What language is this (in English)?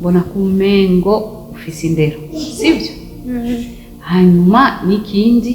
Rundi